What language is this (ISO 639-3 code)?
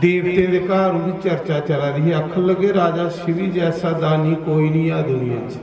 doi